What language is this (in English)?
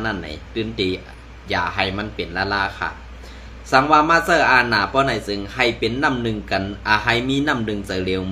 Shan